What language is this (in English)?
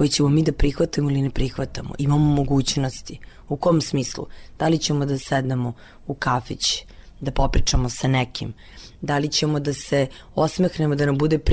Serbian